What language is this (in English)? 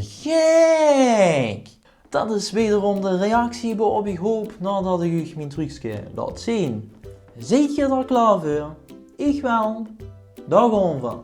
Limburgish